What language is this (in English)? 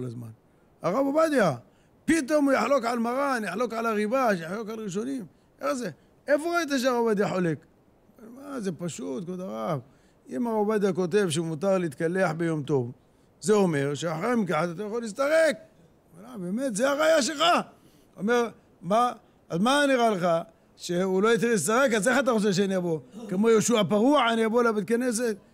Hebrew